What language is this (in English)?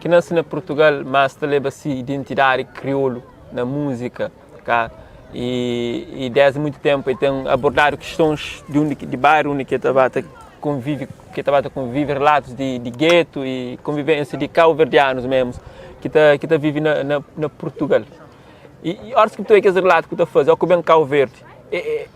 Kabuverdianu